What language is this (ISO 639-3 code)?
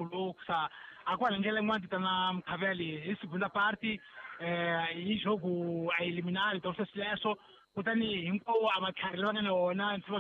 tso